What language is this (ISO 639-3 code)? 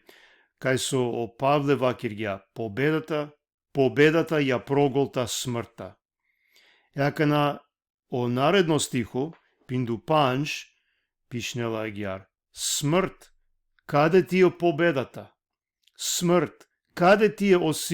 rmn